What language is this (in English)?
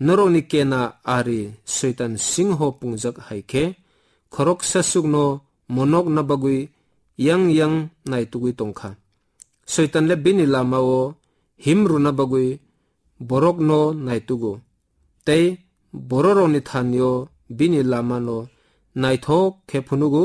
Kok Borok